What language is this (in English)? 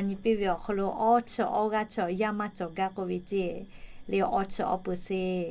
Lahu